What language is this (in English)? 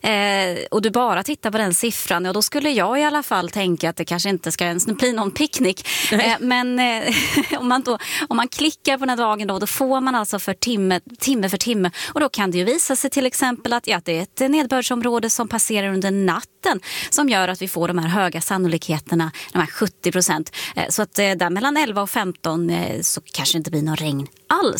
Swedish